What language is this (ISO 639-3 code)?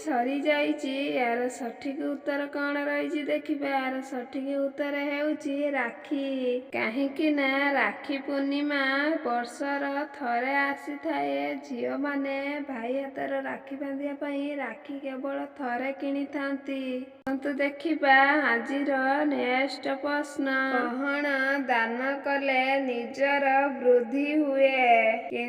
ori